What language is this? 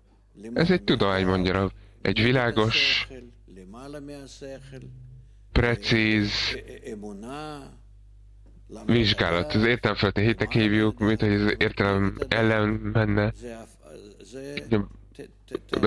Hungarian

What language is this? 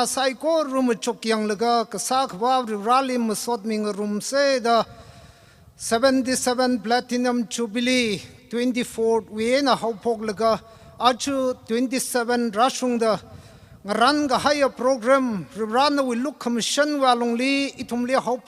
Tangkhul Naga (India)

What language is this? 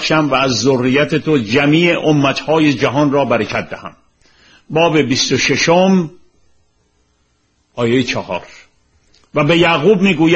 Persian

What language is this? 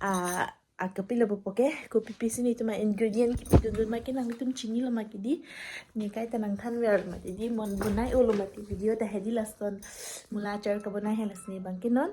Karbi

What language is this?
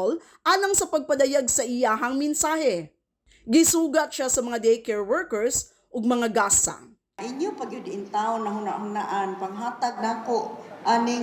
Cebuano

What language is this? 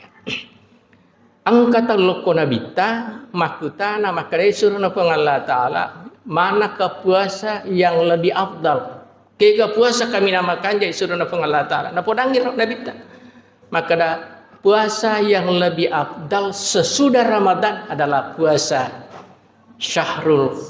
Buginese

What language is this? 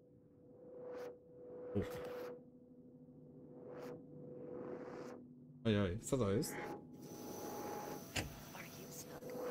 Polish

